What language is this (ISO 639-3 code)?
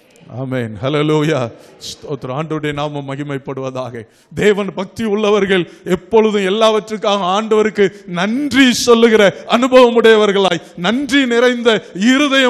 tam